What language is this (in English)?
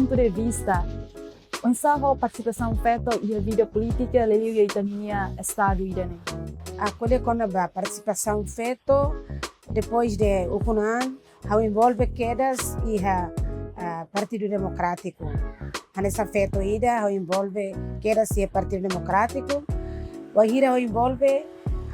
Tetum